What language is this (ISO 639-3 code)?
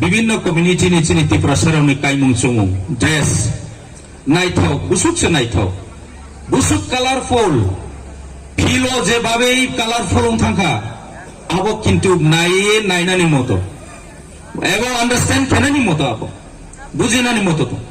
ria